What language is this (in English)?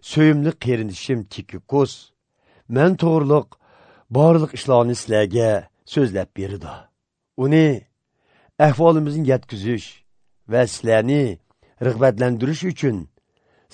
Uyghur